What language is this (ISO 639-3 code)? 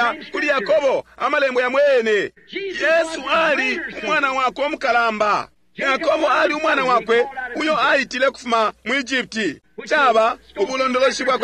bem